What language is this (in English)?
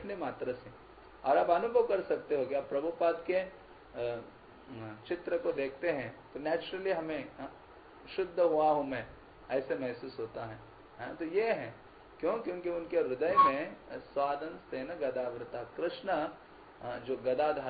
Hindi